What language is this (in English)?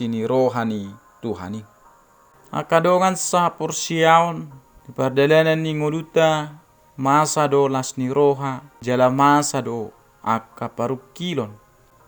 Batak Toba